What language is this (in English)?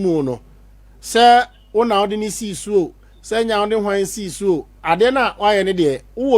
Akan